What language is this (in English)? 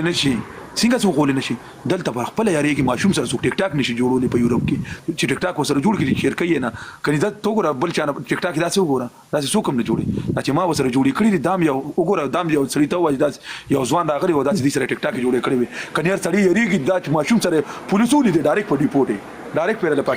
Pashto